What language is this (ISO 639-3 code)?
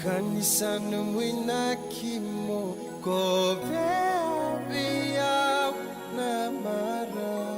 fij